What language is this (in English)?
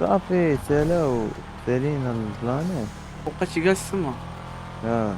Moroccan Arabic